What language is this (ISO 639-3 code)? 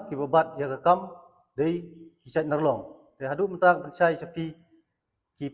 kha